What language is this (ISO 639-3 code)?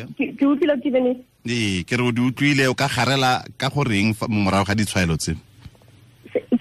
tsn